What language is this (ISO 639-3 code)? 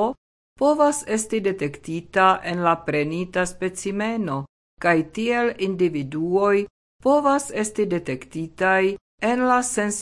epo